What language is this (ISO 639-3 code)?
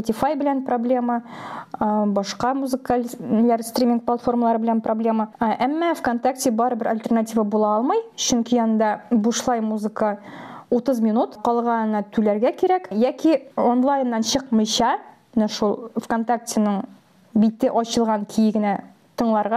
tat